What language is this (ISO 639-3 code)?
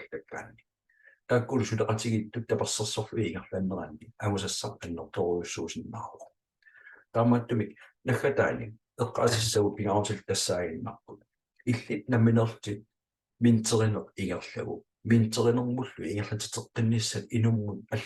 kal